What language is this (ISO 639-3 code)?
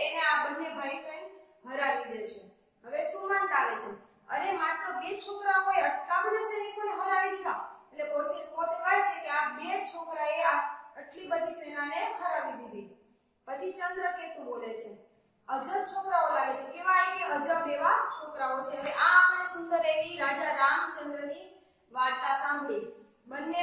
guj